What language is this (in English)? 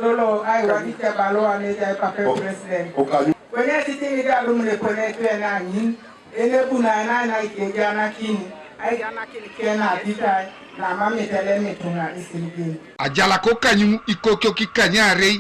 Teso